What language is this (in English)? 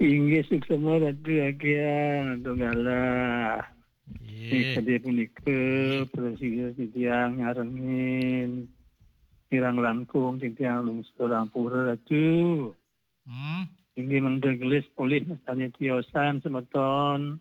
Balinese